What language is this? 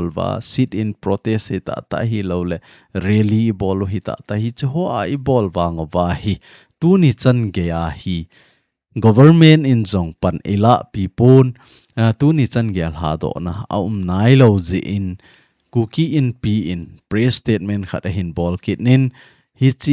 Thado Chin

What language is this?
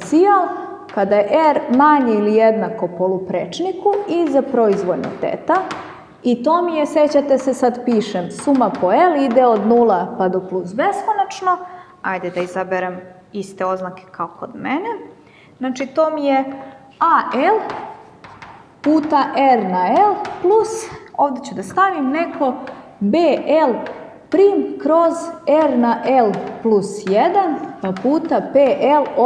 Serbian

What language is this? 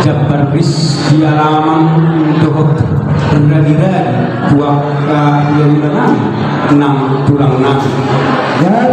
Batak Toba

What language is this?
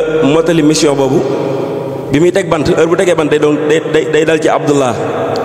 Wolof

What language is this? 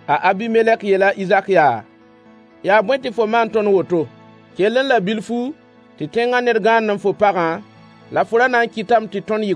Mossi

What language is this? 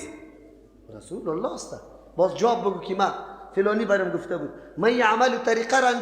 Persian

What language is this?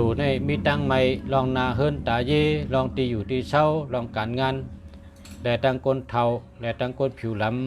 Shan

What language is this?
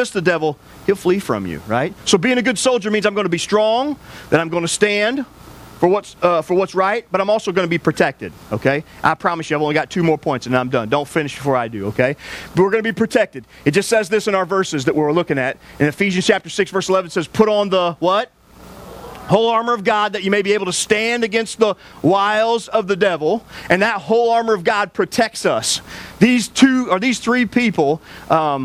English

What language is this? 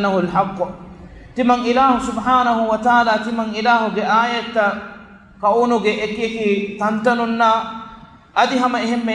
Divehi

